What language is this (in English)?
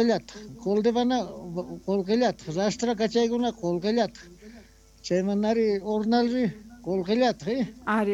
South Bolivian Quechua